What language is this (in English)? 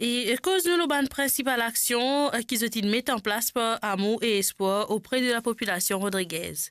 Morisyen